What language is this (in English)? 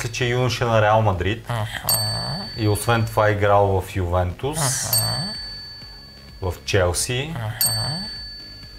Bulgarian